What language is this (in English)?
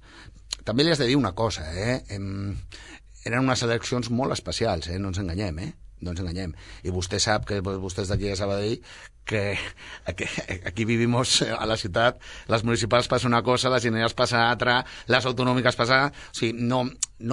Catalan